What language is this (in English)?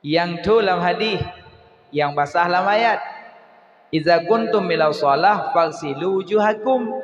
Achinese